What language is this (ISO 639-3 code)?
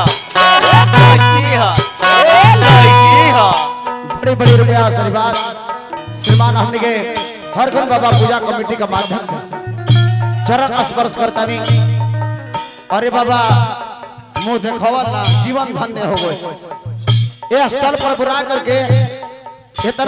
bho